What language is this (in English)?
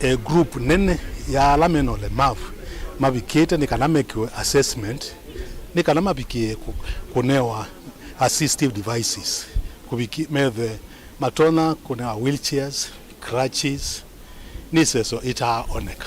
Kamba